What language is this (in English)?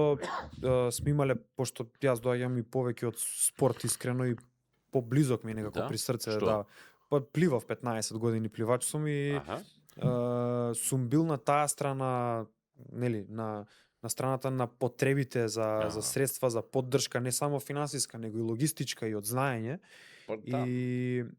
Macedonian